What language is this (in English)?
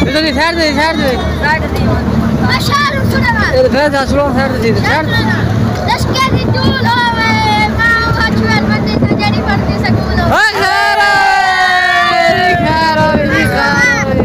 Saraiki